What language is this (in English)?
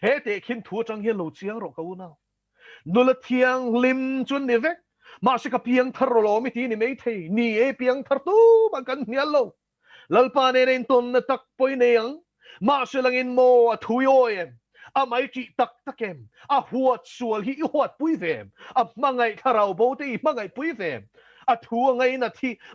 Mizo